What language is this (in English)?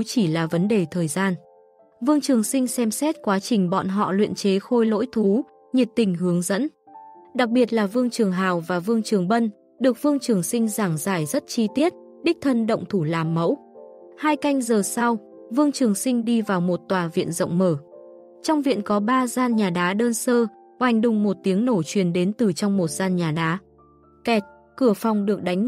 Vietnamese